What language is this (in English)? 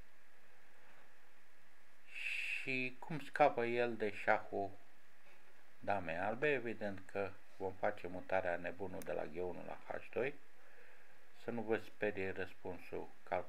Romanian